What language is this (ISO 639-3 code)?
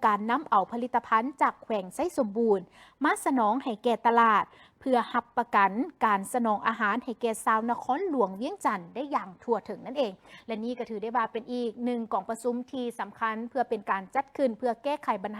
lao